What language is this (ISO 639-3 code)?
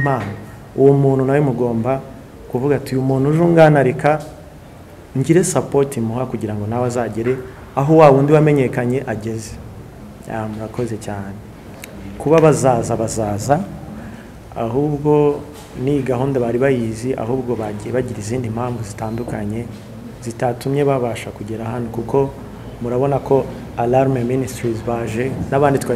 kin